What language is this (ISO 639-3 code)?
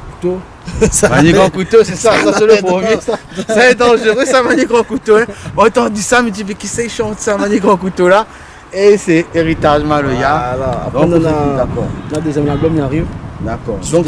rcf